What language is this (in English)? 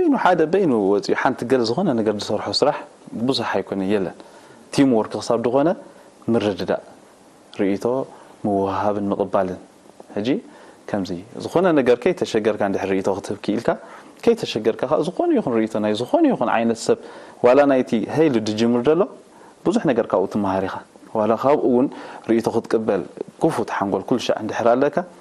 Tigrinya